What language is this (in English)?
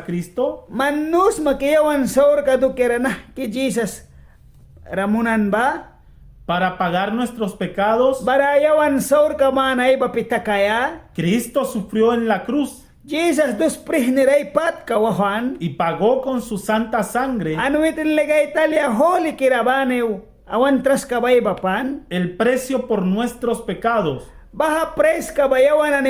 Mískito